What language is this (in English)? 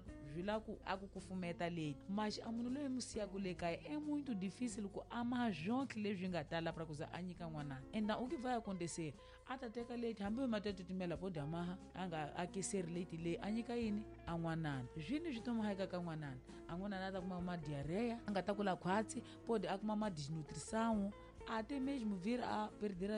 Tsonga